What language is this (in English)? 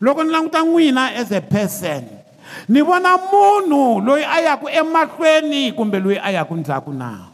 Tsonga